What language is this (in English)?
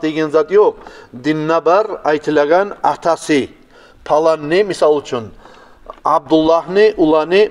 Kumyk